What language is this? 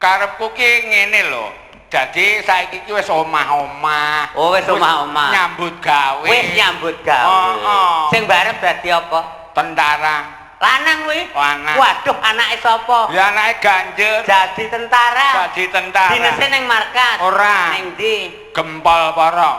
Javanese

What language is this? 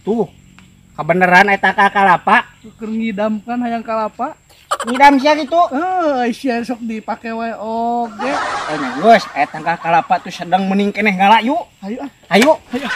Sundanese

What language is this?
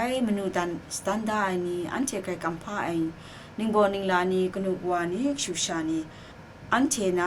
Kachin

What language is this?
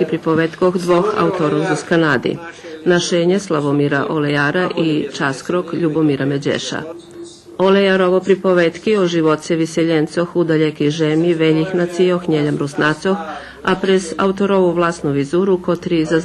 Rusyn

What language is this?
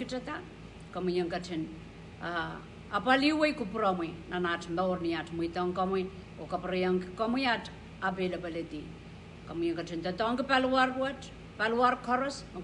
Pohnpeian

